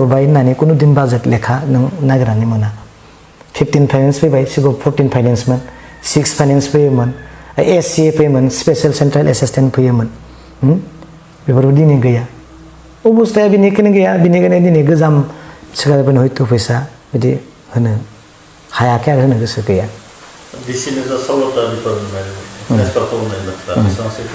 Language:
Bodo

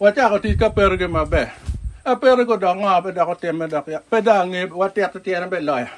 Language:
Acoli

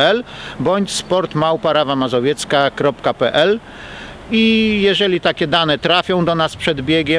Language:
Polish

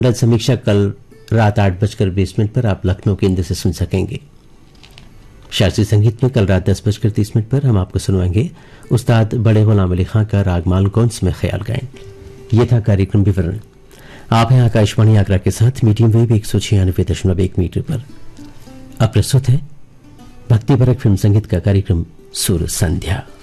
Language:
Hindi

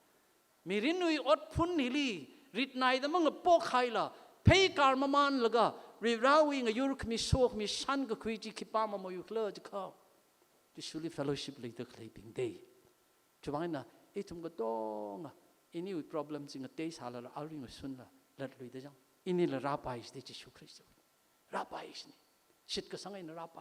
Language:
Tangkhul Naga (India)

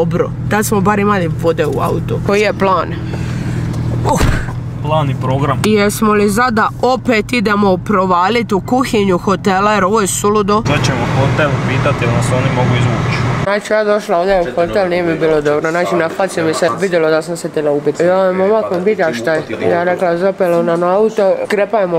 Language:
Croatian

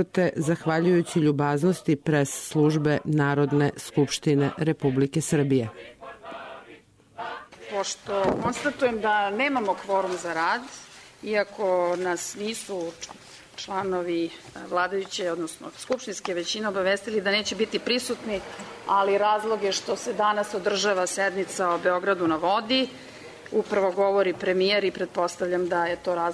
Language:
Serbian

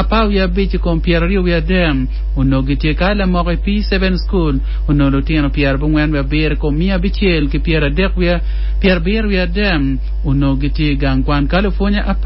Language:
Acoli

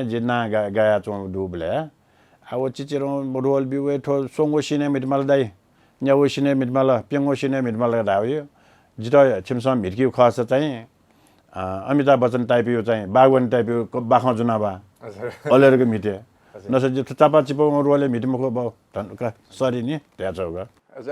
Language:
Newari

